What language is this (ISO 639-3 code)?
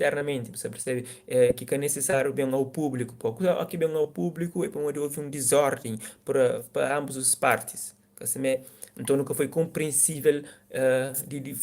kea